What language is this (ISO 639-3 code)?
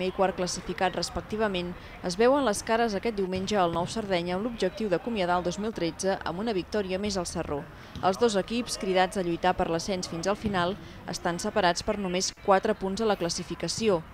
cat